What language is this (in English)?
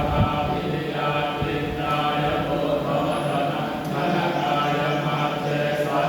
Pali